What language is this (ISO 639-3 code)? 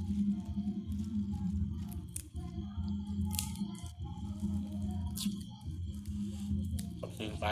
lao